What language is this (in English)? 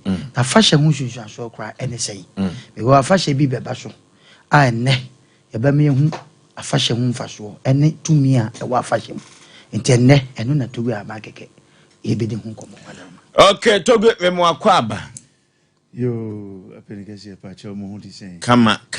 Akan